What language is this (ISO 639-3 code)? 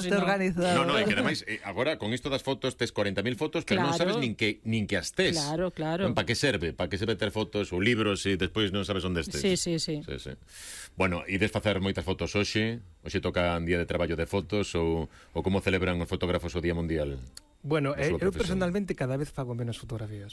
glg